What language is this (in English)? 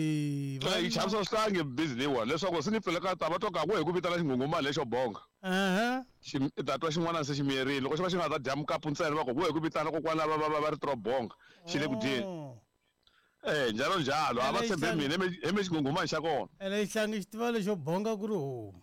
Tsonga